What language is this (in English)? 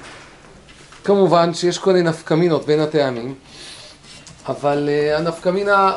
Hebrew